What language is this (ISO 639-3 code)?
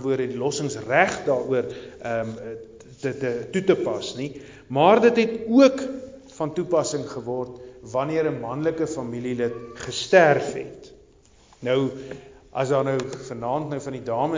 afr